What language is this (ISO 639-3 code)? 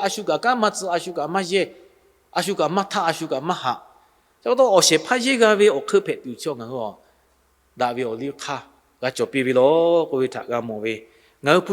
lhu